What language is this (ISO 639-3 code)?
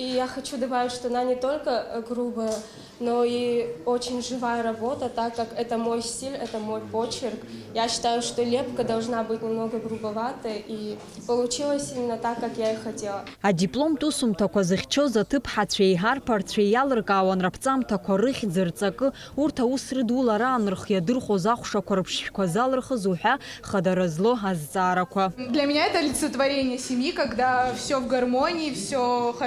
abk